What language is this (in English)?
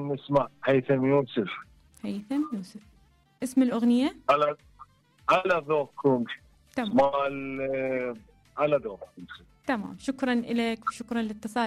Mesopotamian Arabic